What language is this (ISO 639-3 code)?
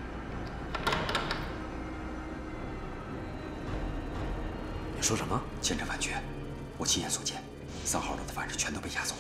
zho